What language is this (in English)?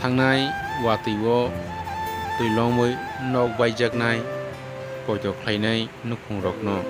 Kok Borok